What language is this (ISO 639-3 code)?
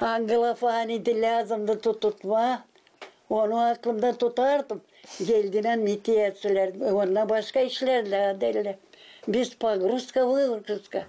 gag